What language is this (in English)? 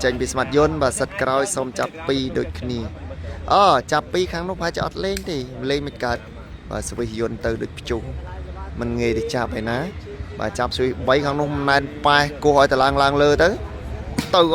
Khmer